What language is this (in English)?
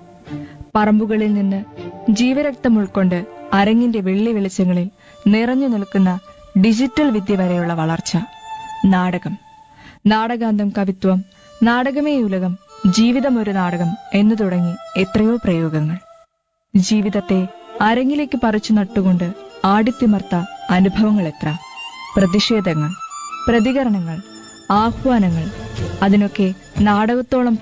Malayalam